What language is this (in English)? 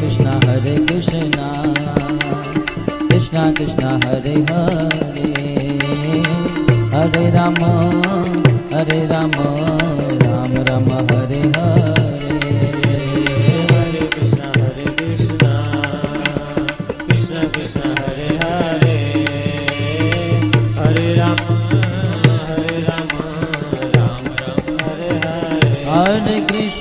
Gujarati